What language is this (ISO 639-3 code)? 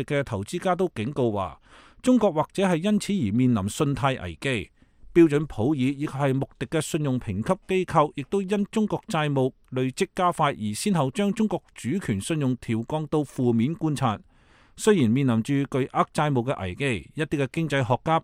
yue